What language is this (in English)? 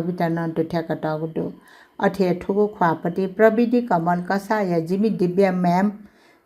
Newari